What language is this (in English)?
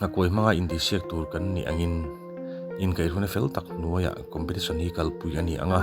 Mizo